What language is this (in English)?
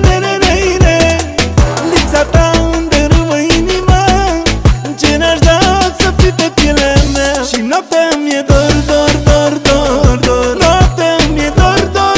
Romanian